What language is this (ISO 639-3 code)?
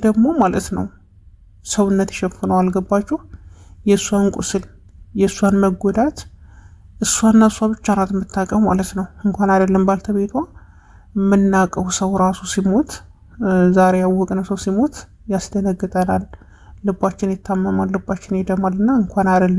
amh